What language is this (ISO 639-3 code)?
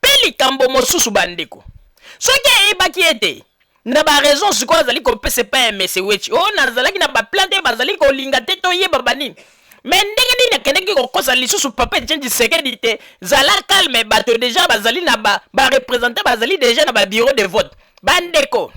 lin